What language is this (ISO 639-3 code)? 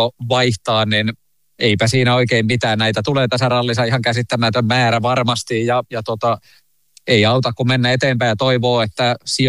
fin